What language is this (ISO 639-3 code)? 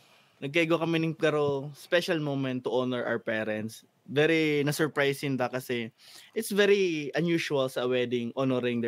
bik